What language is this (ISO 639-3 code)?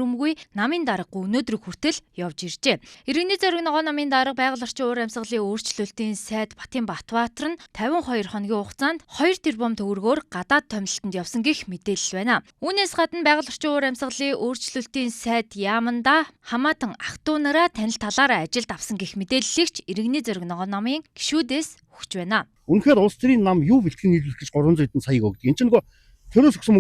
mon